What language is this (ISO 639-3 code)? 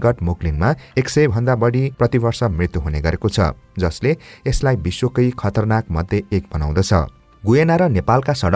nep